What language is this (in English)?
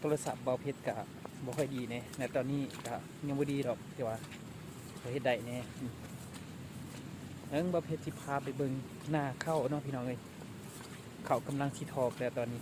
Lao